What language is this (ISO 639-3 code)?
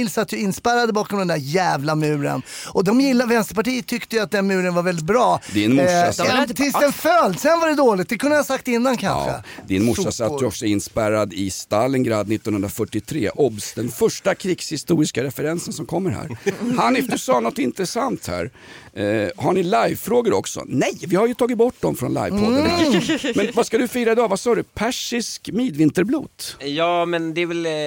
swe